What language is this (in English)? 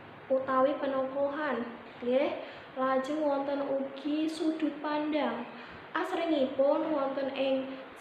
Javanese